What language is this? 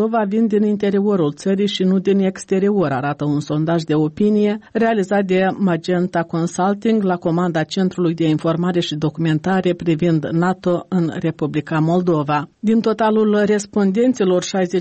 Romanian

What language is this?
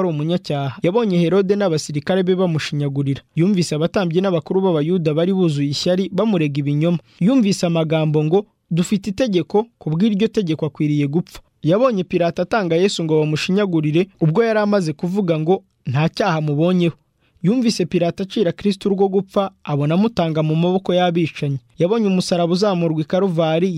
Kinyarwanda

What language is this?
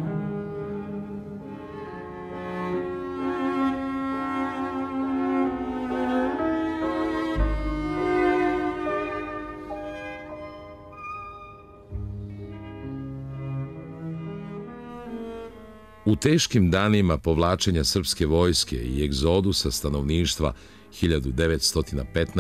Serbian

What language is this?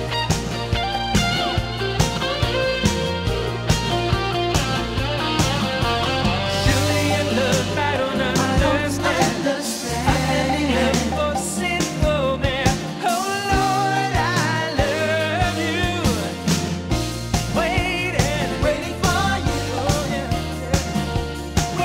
English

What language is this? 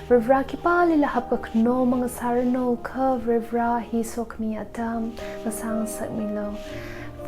Tangkhul Naga (India)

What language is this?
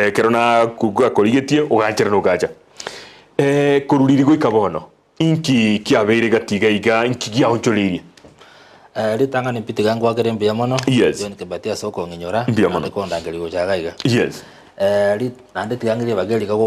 Gusii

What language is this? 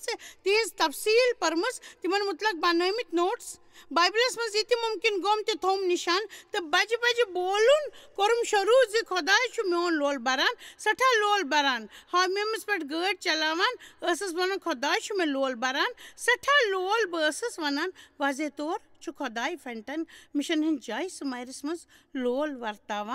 Kashmiri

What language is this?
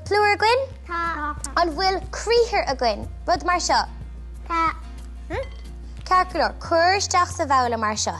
Irish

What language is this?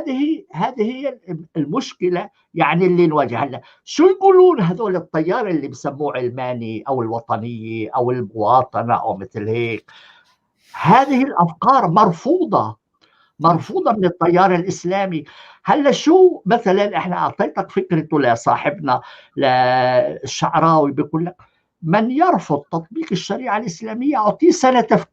North Levantine Arabic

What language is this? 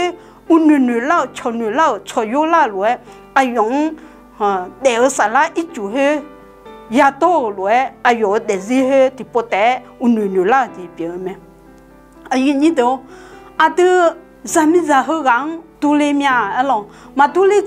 Akha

